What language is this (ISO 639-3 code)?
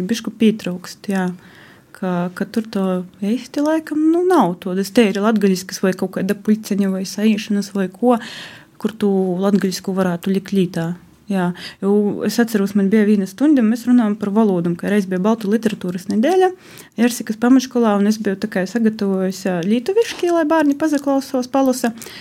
lav